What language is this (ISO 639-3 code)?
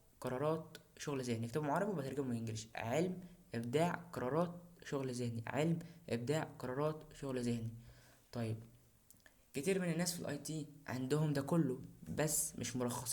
arz